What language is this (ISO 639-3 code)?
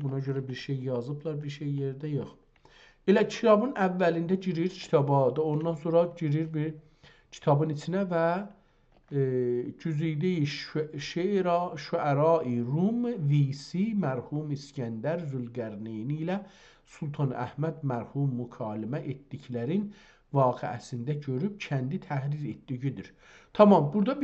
azb